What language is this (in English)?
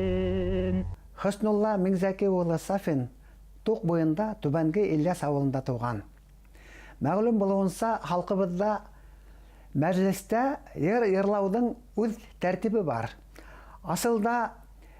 Bashkir